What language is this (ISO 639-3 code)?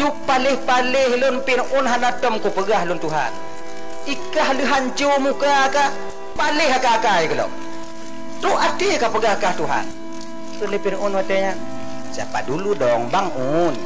ace